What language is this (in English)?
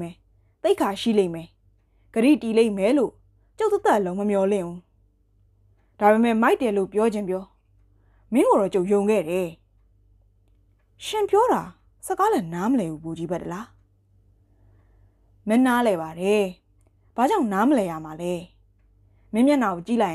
Burmese